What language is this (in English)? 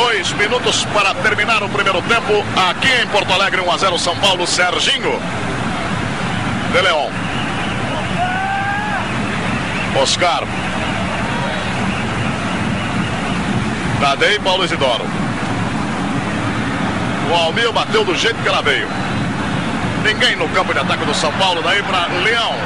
Portuguese